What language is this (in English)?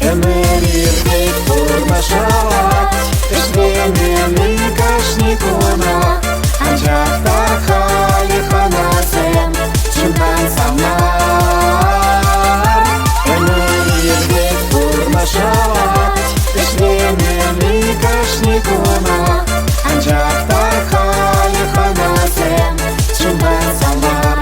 Chuvash